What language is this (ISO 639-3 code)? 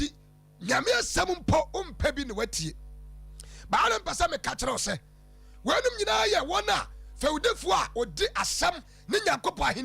aka